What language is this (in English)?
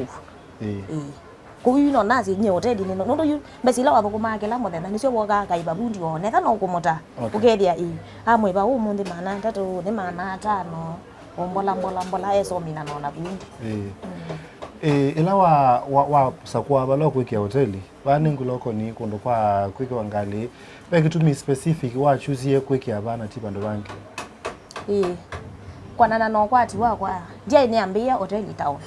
Kamba